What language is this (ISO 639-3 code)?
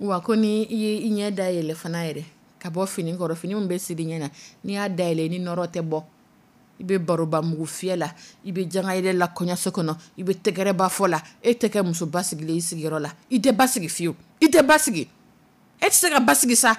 dyu